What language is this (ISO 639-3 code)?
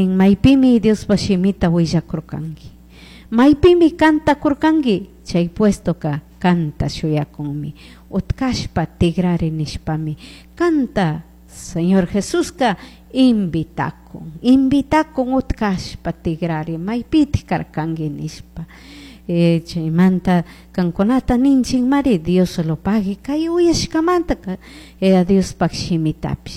qug